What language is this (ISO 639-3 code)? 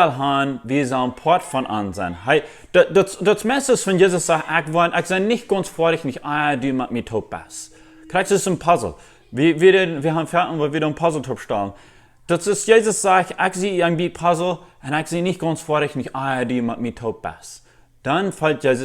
pdt